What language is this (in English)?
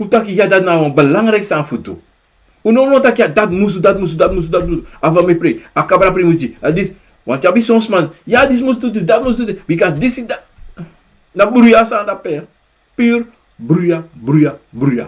Sranan Tongo